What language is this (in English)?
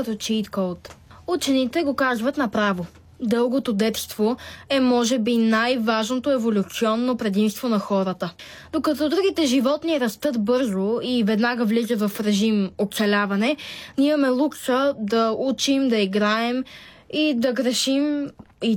Bulgarian